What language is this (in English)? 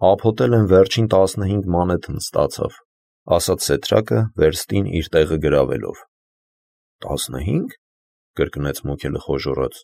Armenian